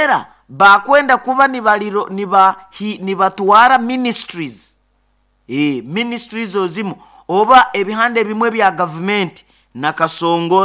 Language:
Nyoro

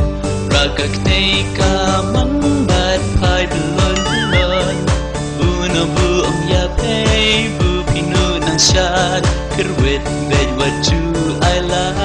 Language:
Khasi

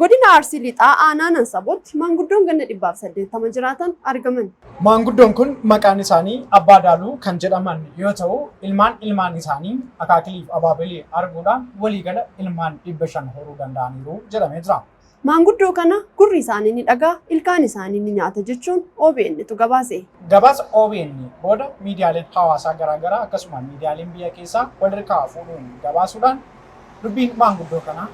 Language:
Oromo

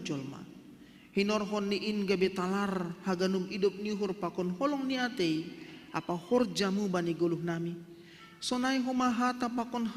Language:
Batak Simalungun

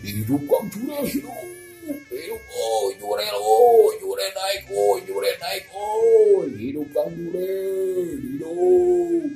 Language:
Sundanese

